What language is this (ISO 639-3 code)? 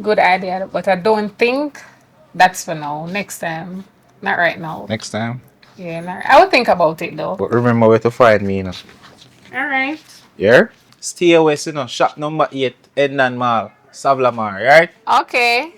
jam